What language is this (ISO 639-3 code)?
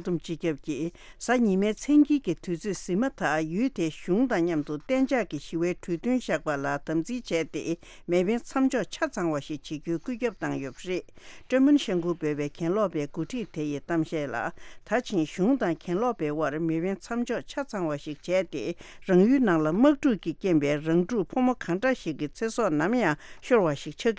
bod